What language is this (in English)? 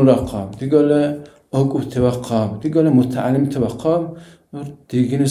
Dargwa